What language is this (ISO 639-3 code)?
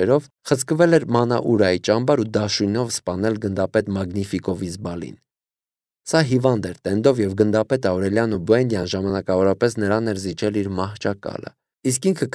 hye